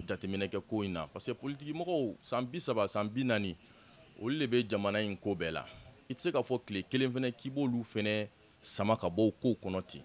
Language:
Bambara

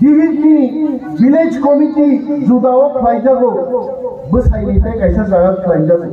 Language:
Kok Borok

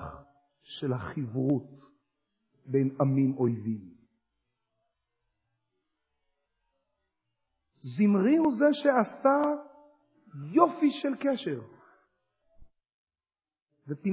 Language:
Hebrew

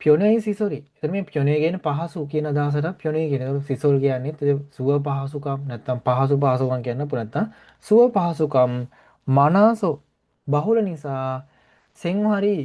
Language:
Sinhala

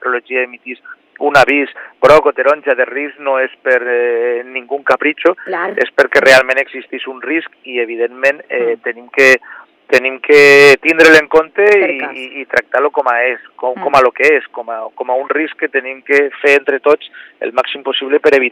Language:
Catalan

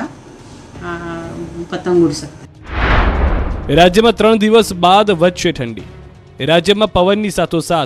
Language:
Gujarati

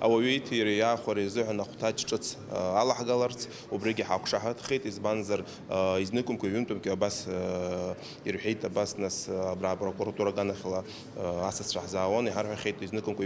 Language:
Abkhazian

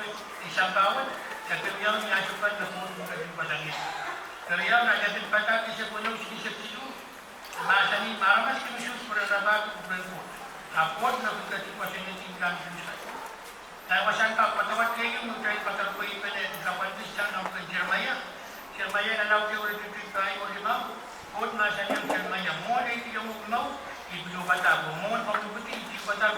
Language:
Pohnpeian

